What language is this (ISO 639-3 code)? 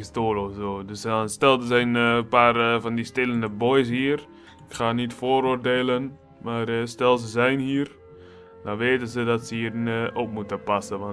nld